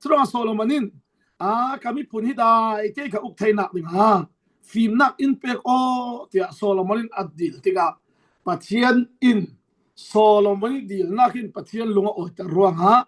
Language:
Falam Chin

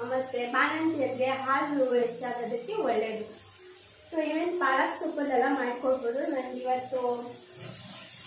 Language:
Kannada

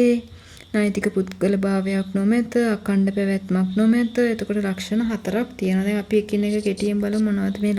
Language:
Sinhala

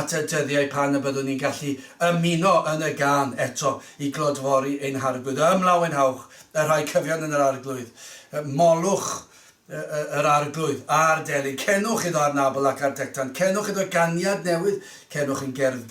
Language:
Welsh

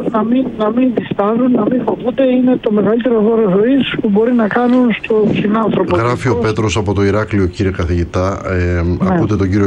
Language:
Greek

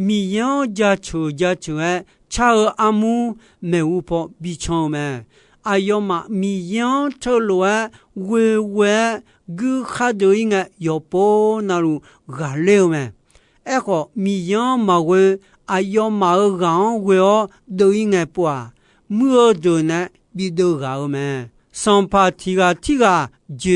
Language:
Akha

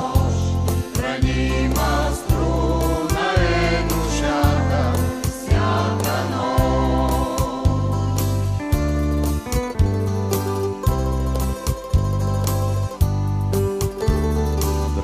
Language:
Bulgarian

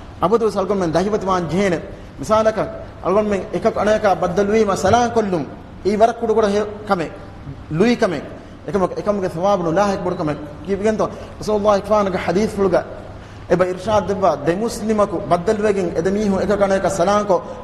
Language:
Divehi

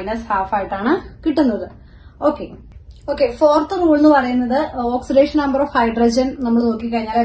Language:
Malayalam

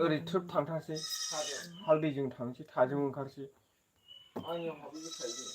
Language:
Bodo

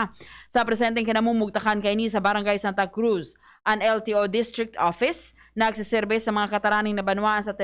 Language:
Bikol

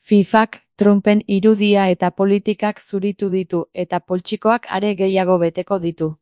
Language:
Basque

